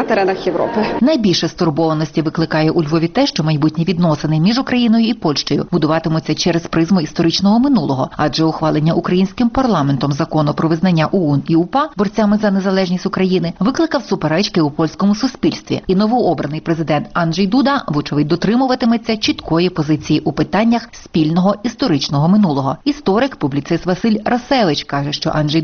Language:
Ukrainian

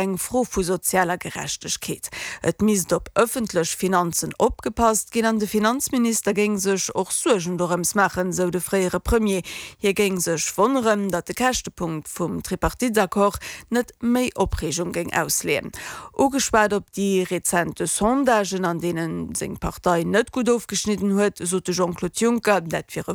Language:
Luxembourgish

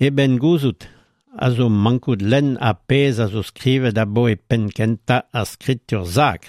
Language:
Breton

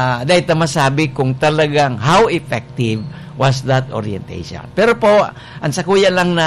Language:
Bikol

